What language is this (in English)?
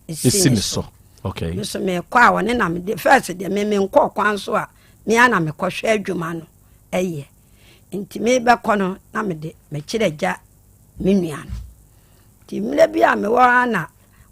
Akan